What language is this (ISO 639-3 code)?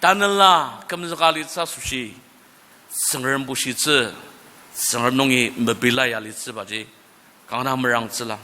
njo